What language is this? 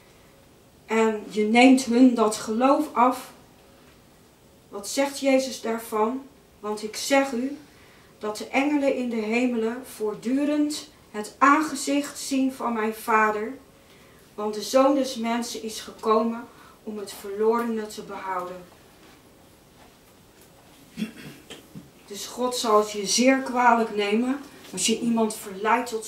Dutch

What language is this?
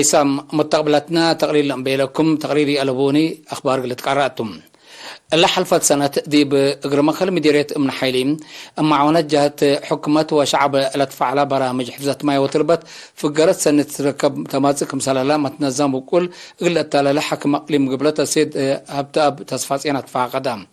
Tigre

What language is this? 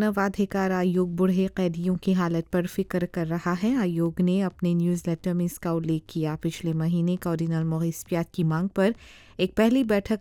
Hindi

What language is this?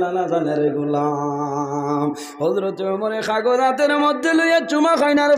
Sylheti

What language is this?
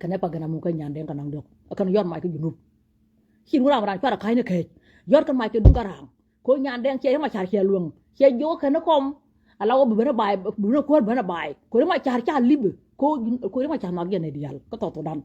Nuer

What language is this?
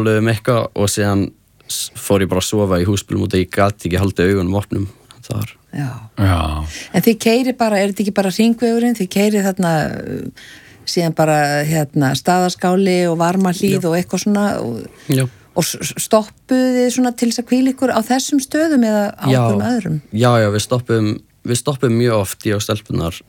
Icelandic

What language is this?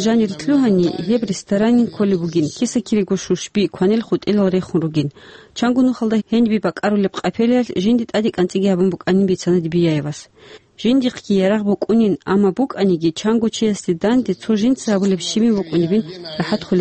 Avaric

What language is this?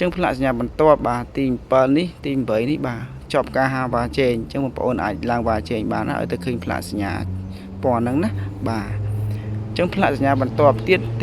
Khmer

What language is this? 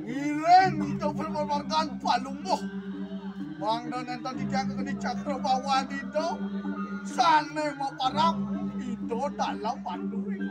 Balinese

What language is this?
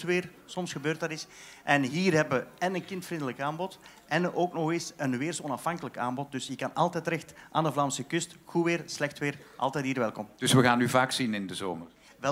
Dutch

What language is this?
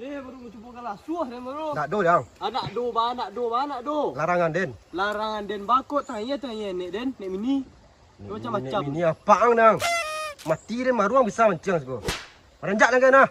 Minangkabau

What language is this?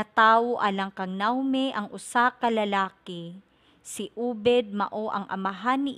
Cebuano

